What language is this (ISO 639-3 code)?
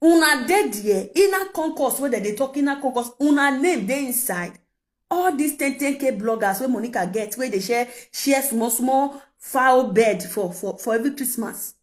pcm